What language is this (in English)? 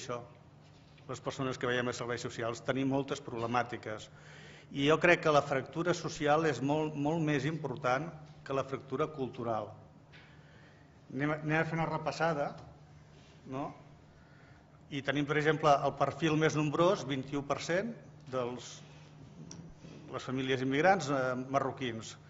Catalan